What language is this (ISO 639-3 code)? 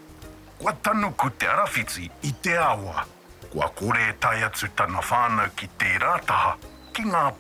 mri